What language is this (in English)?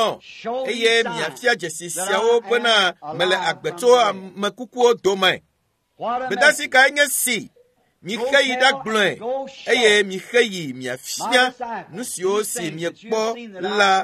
Ewe